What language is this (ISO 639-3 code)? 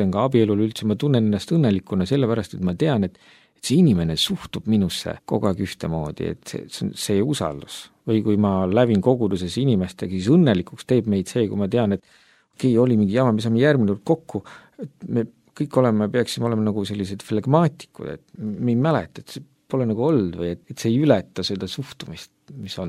est